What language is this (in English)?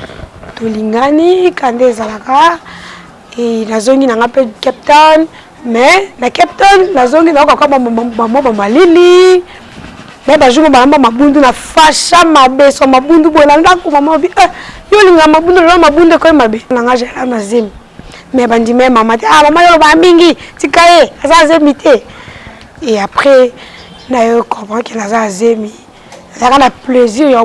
Lingala